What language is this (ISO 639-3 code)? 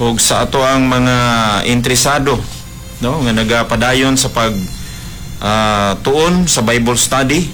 ceb